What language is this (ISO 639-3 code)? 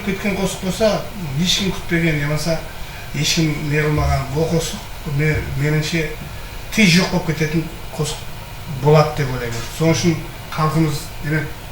kaa